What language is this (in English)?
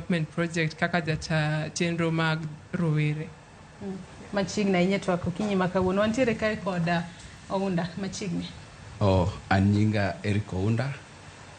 Luo (Kenya and Tanzania)